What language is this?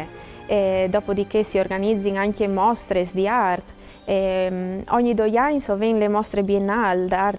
Friulian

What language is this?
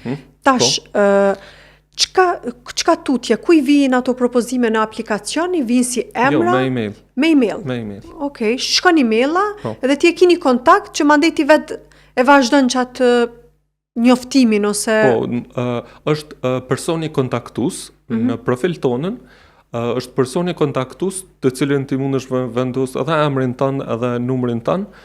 Albanian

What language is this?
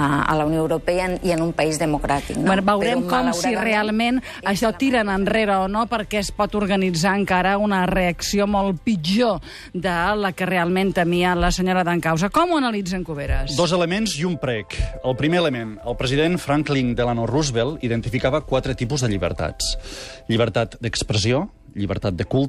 Catalan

